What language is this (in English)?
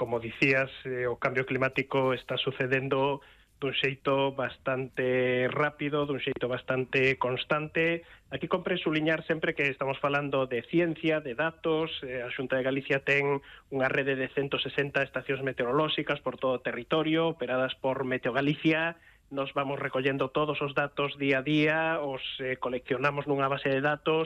Galician